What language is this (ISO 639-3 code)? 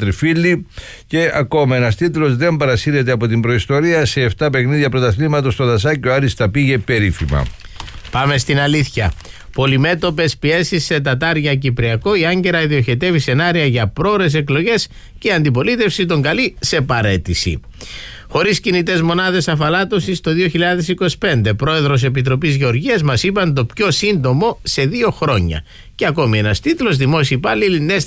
ell